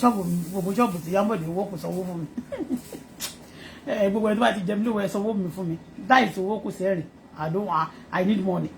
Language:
Yoruba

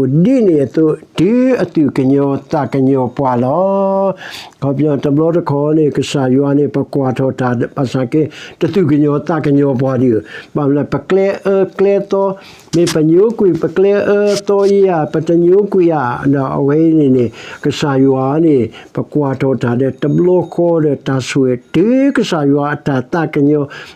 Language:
S'gaw Karen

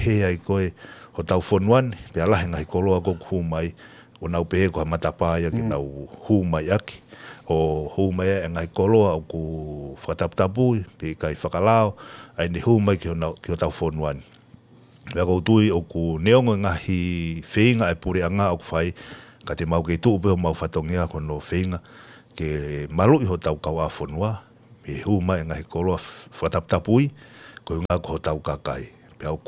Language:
Tongan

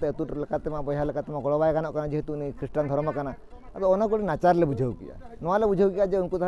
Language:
Santali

